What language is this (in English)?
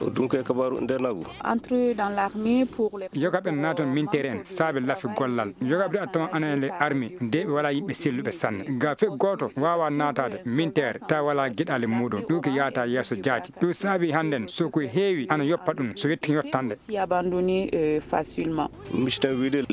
Fula